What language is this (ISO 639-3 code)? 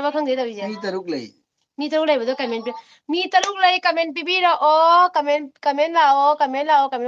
mni